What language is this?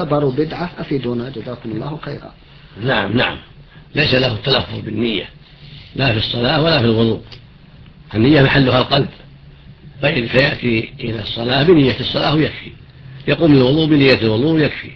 Arabic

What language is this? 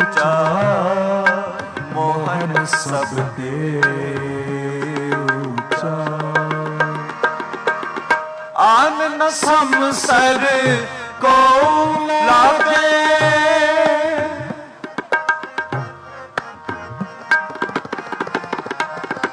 Punjabi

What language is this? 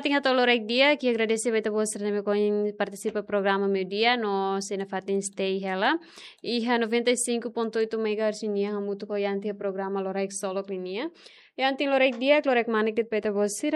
Tetum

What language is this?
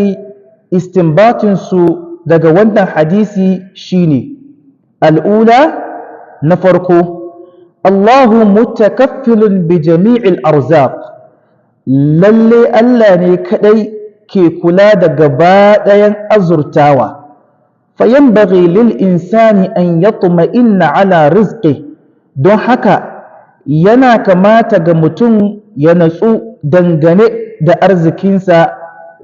Hausa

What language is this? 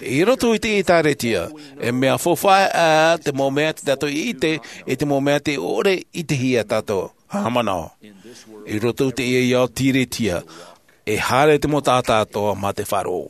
Tahitian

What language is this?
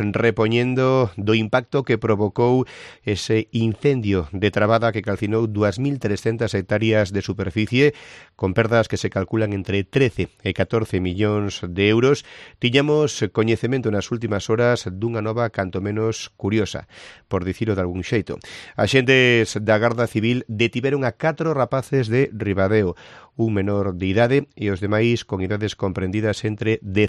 Galician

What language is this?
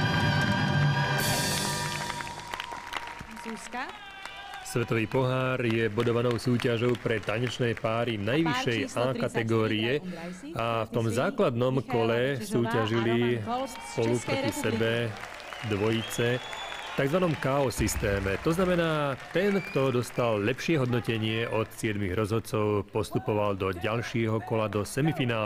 Slovak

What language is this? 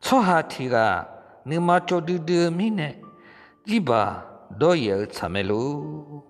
Akha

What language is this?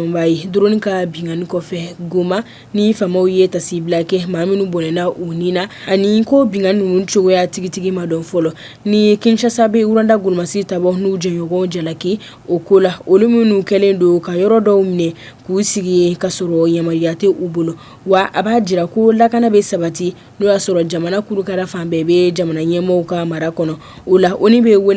Bambara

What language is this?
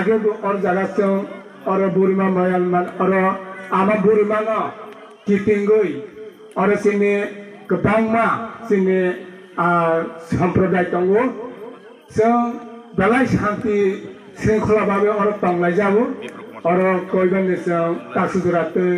Kok Borok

